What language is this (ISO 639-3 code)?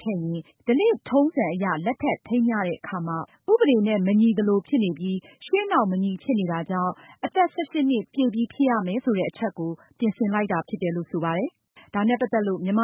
mya